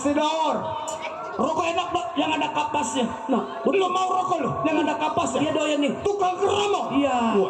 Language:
Betawi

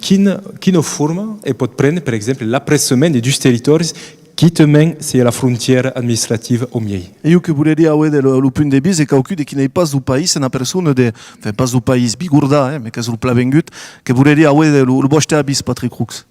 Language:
Occitan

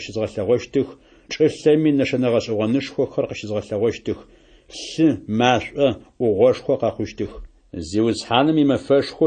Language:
Adyghe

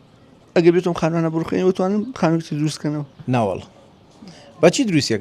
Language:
Central Kurdish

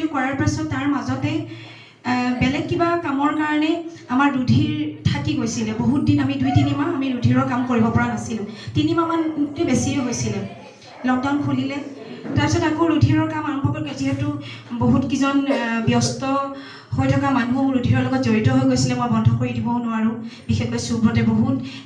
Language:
Assamese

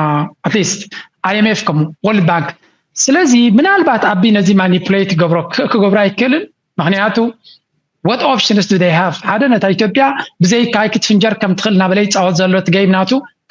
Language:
Tigrinya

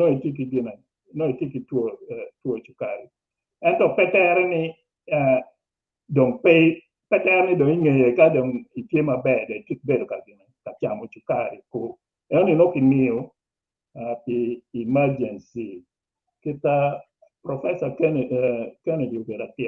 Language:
Acoli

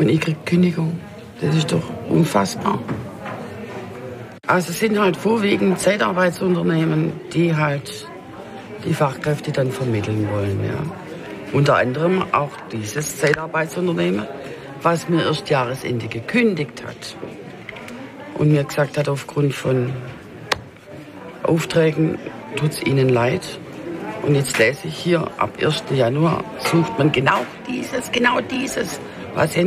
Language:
German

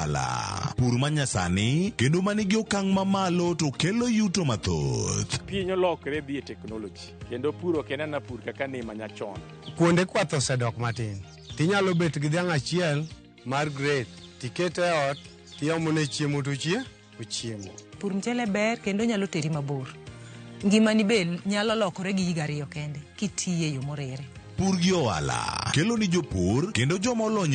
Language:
Luo (Kenya and Tanzania)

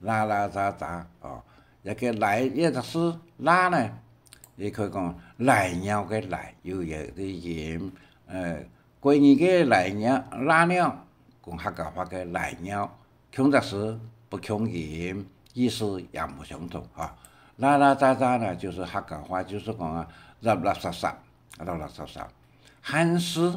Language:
Hakka Chinese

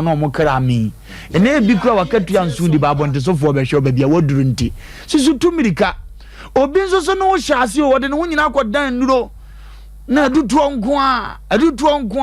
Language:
Akan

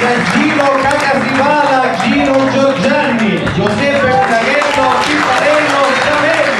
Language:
Sicilian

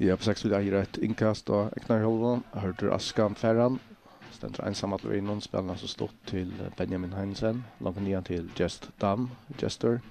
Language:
Faroese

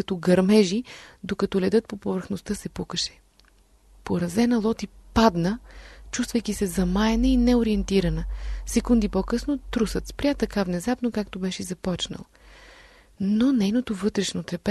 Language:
Bulgarian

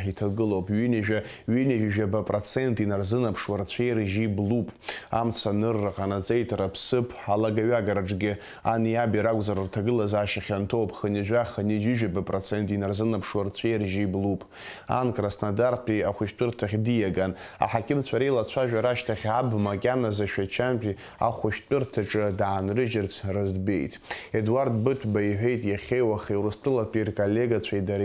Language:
Abkhazian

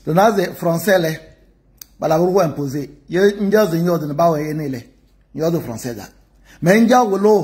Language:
Kabiyè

